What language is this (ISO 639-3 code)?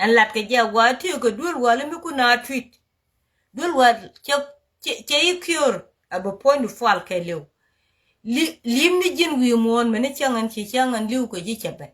nus